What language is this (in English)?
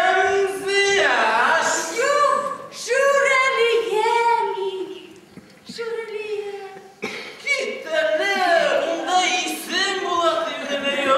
Bashkir